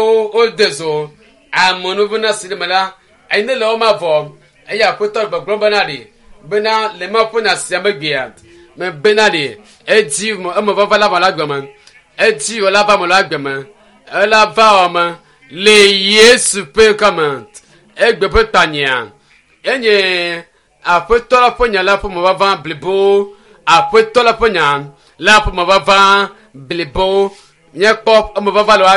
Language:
Ewe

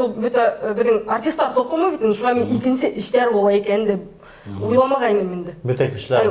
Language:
Bashkir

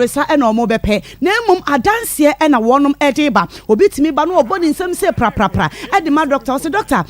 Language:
Akan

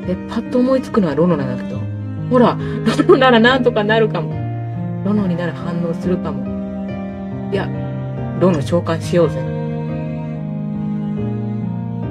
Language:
Japanese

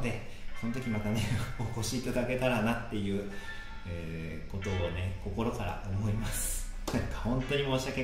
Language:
Japanese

